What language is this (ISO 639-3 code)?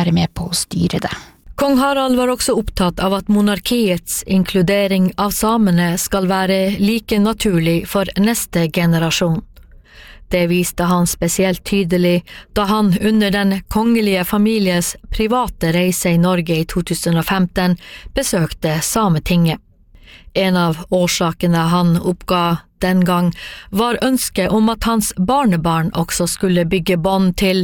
nor